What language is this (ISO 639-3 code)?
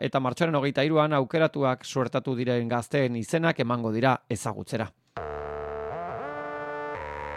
eus